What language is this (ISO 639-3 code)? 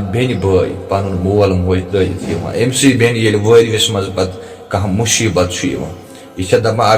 kas